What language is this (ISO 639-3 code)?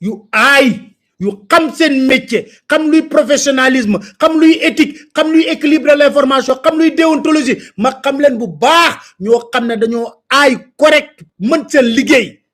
wol